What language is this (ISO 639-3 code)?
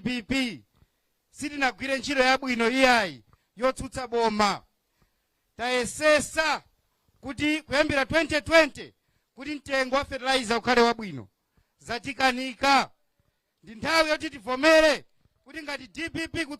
nya